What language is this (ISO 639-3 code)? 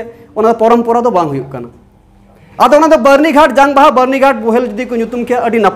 sat